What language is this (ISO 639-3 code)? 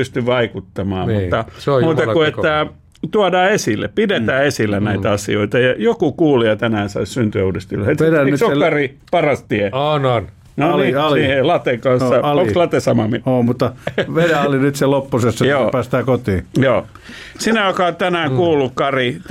fin